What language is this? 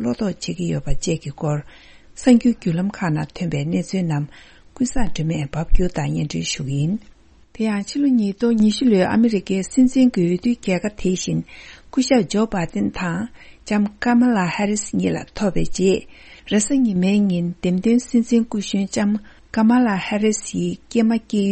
Tibetan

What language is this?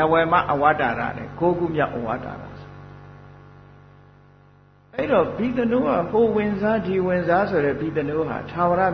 Burmese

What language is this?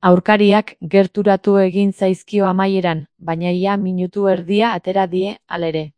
Basque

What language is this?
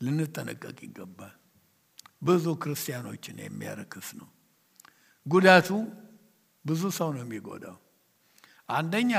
Amharic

